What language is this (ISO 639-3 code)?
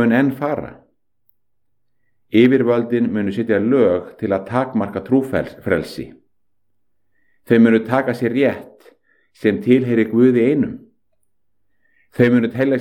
isl